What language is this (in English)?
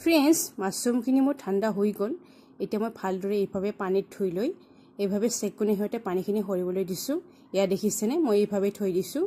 Assamese